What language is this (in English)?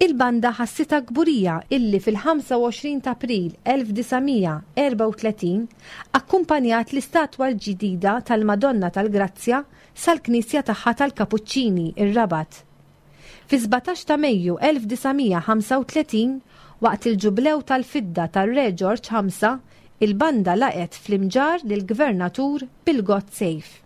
Maltese